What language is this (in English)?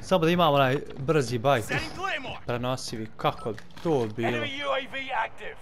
Bosnian